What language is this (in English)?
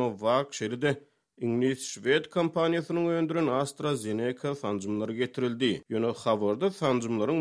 Turkmen